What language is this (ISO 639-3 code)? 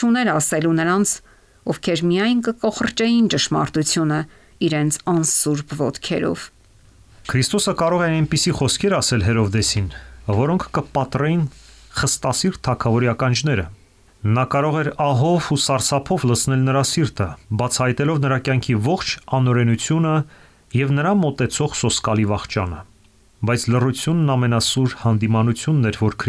hye